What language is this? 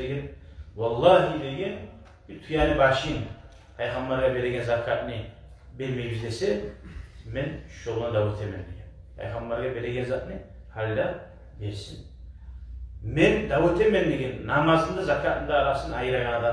Kumyk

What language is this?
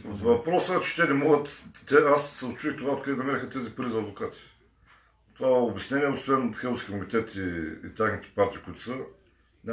Bulgarian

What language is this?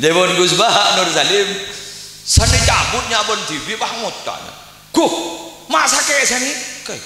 Madurese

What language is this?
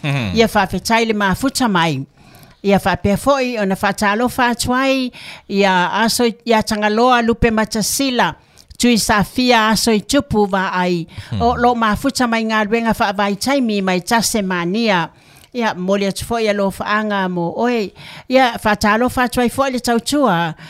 Samoan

